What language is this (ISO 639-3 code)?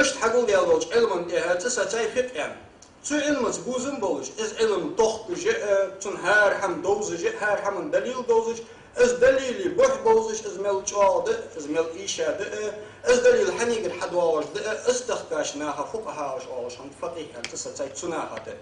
inh